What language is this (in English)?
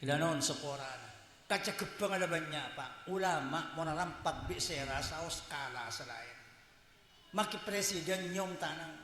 Madurese